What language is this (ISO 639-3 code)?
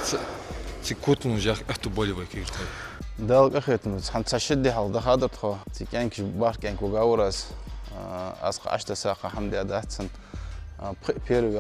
inh